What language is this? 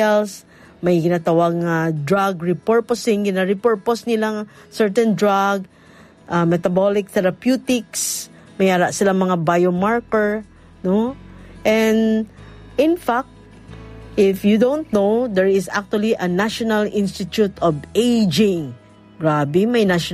Hiligaynon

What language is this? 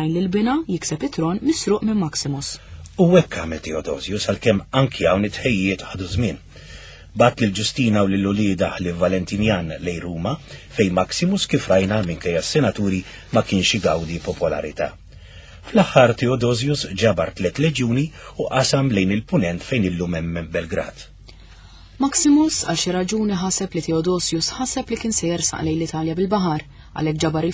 Maltese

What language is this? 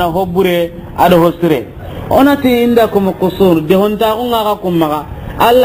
Soninke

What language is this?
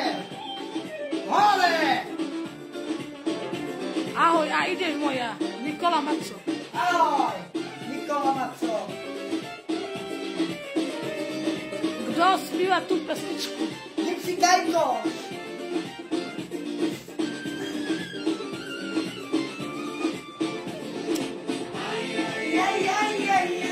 Slovak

